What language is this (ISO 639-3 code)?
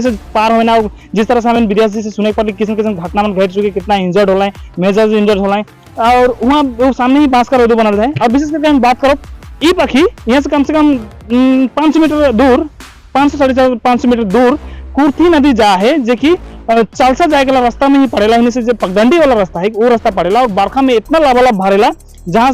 sck